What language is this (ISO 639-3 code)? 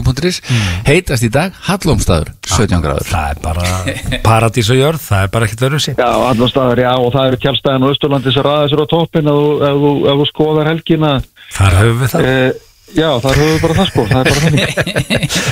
isl